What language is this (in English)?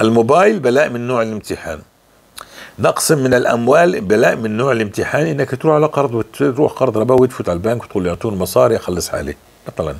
North Levantine Arabic